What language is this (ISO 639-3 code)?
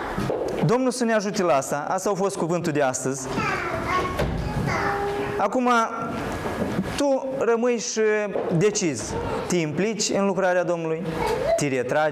ron